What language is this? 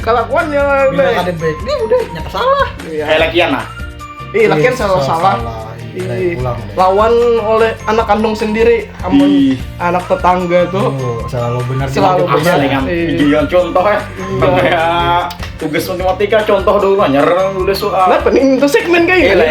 Banjar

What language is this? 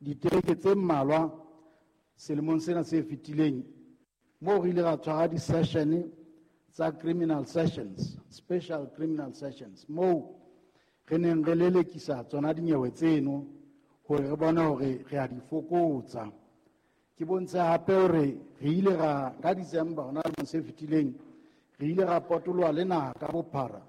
Southern Sotho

